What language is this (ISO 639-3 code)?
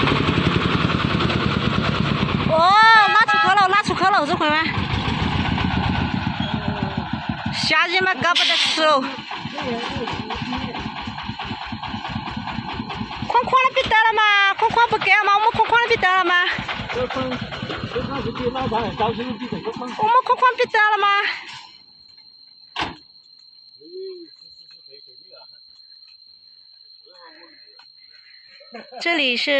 zho